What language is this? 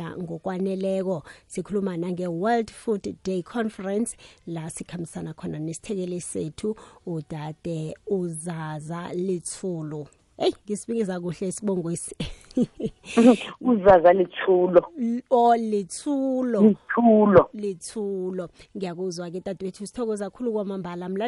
South Ndebele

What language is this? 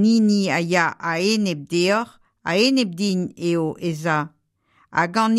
Breton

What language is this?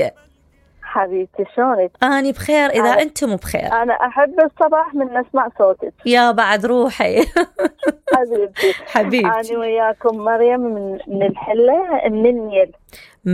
Mesopotamian Arabic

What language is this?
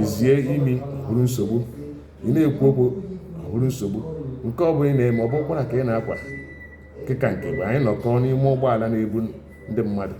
Igbo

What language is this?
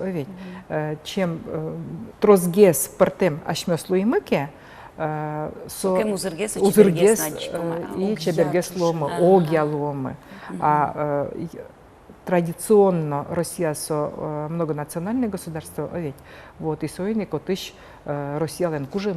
Udmurt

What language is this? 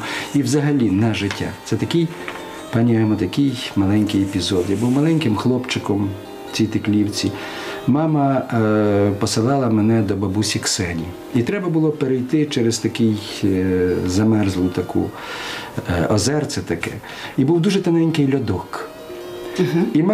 Ukrainian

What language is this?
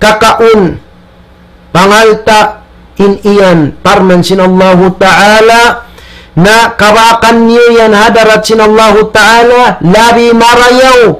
Tausug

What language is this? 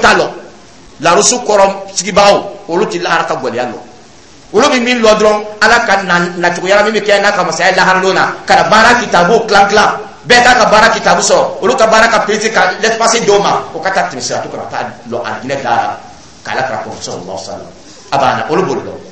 Dyula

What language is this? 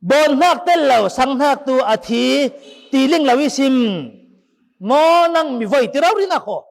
Falam Chin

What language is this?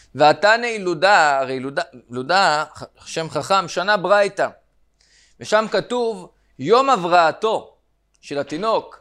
Hebrew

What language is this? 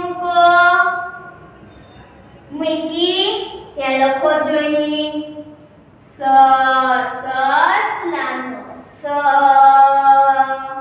Gujarati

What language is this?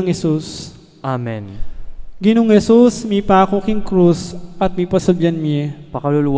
Pampanga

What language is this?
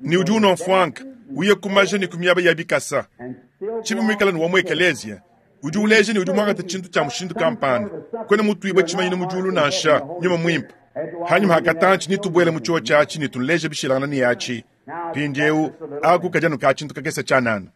Luba-Lulua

